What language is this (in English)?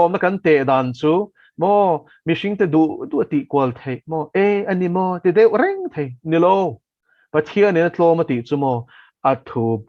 Mizo